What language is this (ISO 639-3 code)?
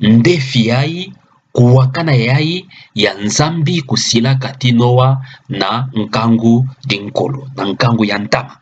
ktu